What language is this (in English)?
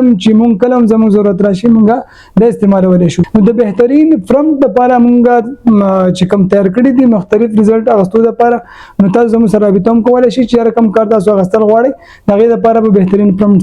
Pashto